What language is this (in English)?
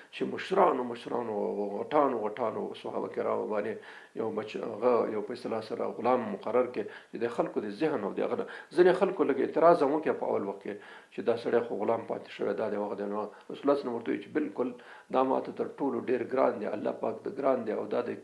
Pashto